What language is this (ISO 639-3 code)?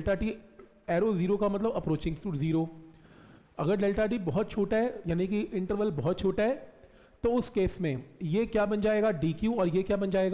hin